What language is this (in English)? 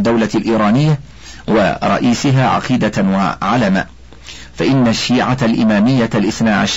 Arabic